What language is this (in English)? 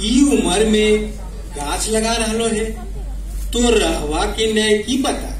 Magahi